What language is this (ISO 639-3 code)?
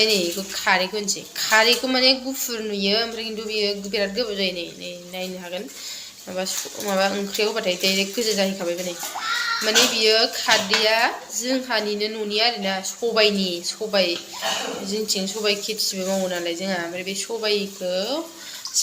brx